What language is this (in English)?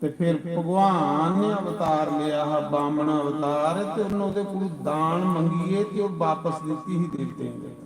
Dogri